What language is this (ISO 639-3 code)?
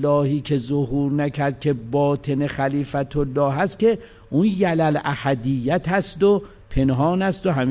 fas